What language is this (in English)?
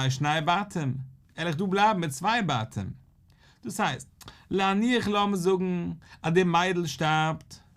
Yiddish